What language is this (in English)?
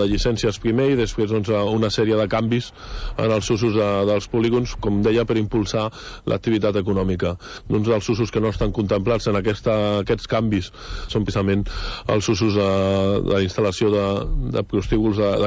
Catalan